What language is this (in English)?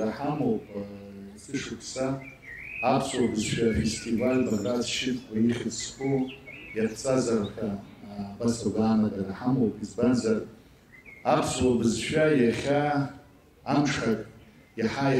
Abkhazian